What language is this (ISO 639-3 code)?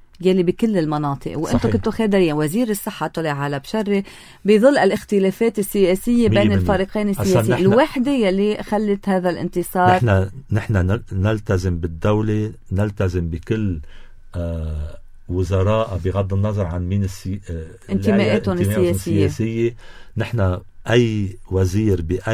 apc